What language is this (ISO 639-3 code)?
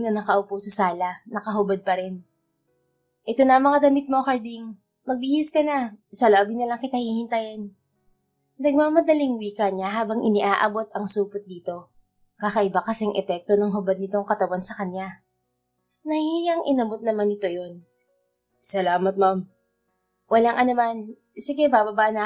fil